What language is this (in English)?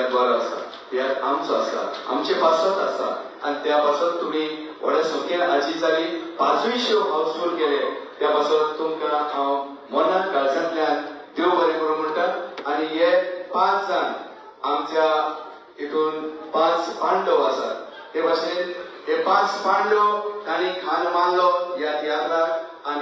Konkani